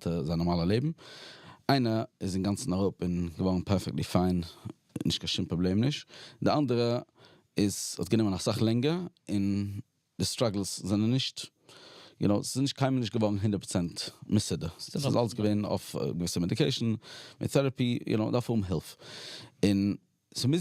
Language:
Yiddish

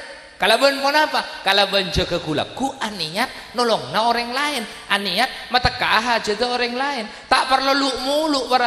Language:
Madurese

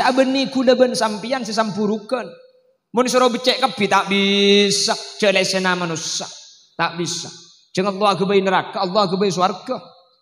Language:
Madurese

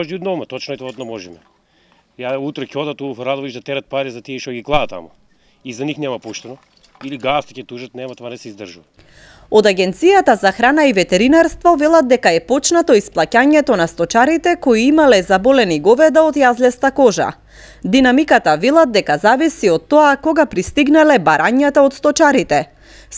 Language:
Macedonian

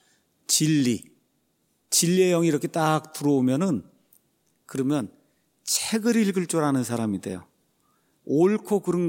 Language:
Korean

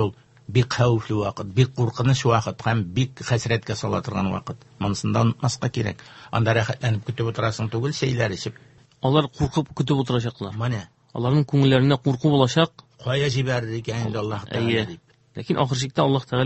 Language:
Tatar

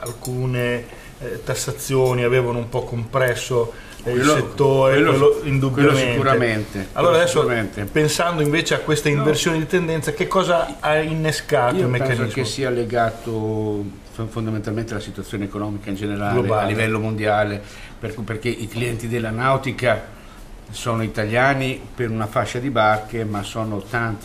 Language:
Italian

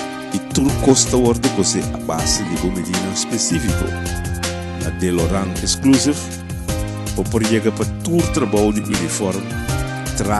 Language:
Papiamento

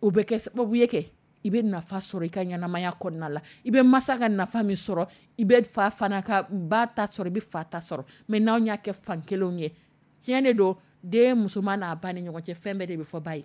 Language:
Dyula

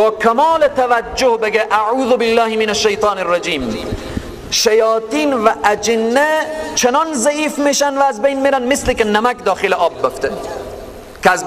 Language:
Persian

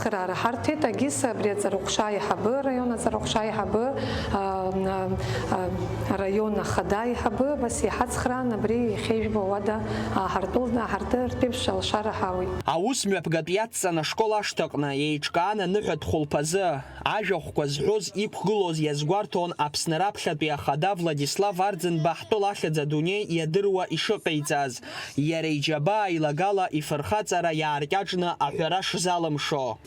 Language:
Abkhazian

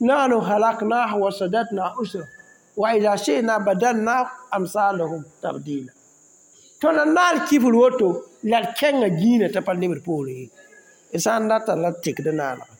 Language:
Mossi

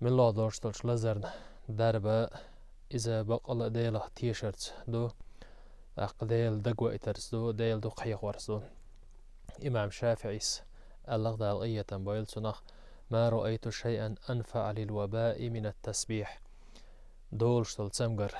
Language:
Chechen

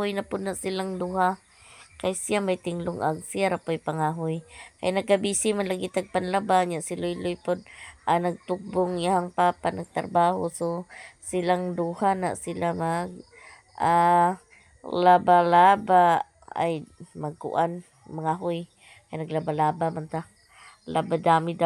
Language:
Cebuano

